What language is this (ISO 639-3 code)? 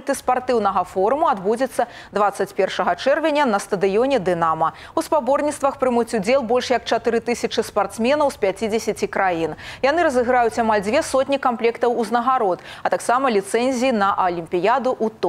bel